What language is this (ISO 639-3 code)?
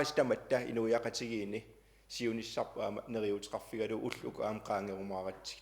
kal